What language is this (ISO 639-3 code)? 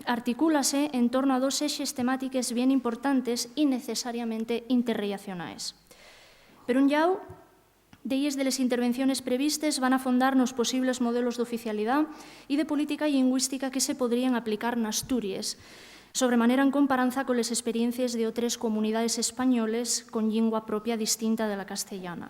ast